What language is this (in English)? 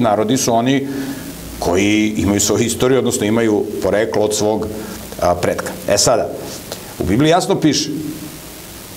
Serbian